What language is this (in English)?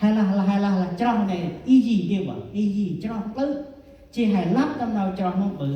Central Mnong